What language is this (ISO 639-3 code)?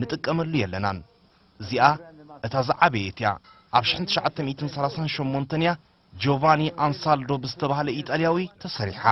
tir